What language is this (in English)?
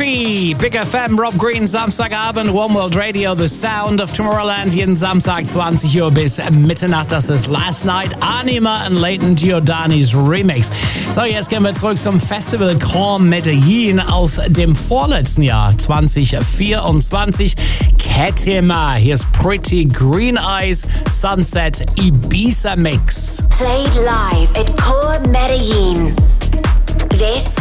German